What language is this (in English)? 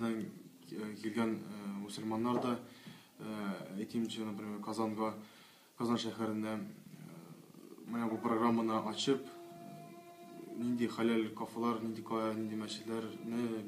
Tatar